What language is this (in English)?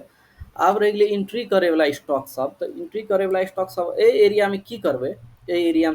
Maithili